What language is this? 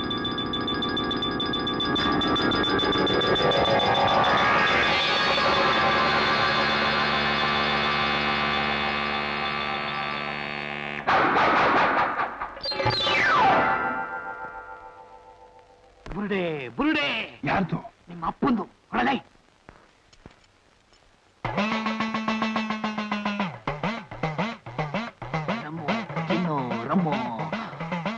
Kannada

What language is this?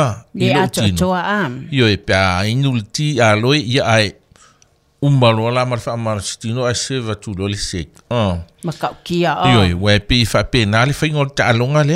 Samoan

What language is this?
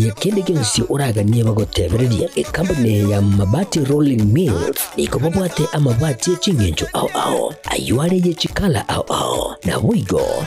Gusii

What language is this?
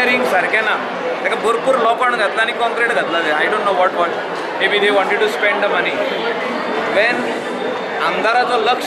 Konkani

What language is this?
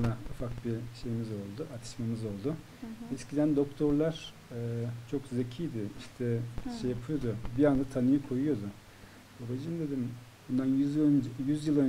Turkish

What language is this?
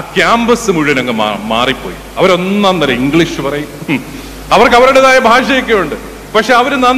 Malayalam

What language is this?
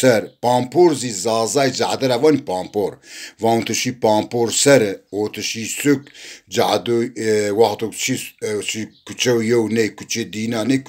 Zaza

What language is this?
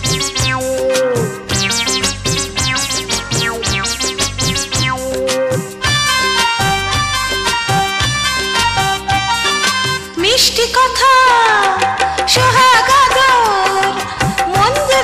Bangla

